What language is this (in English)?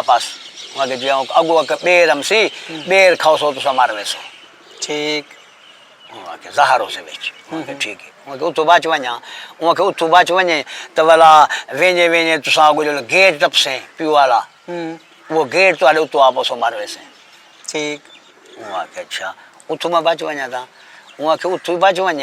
Saraiki